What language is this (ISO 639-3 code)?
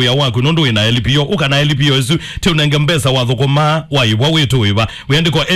kam